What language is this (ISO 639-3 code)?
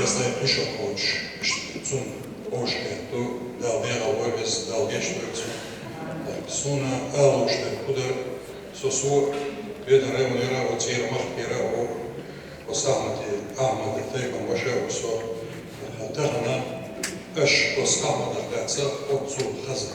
che